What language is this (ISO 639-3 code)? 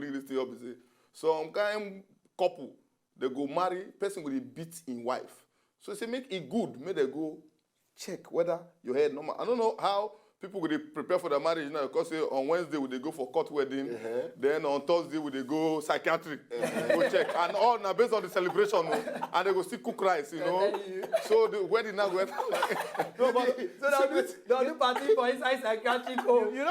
pcm